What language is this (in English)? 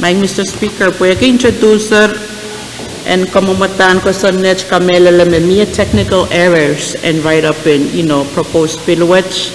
Pohnpeian